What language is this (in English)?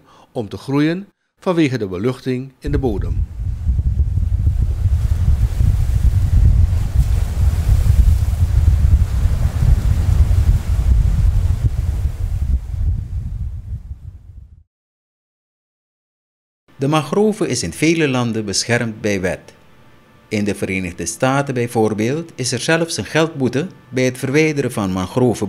Dutch